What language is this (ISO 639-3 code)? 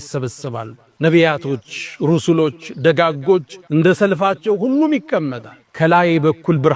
amh